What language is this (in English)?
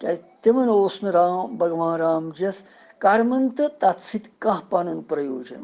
Kashmiri